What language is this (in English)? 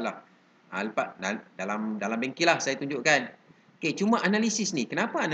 Malay